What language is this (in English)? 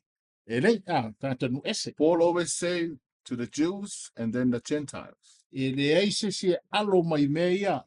Samoan